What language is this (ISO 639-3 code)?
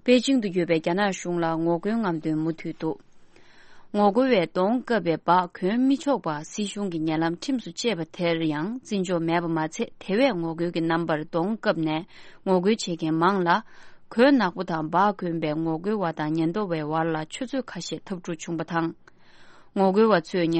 bod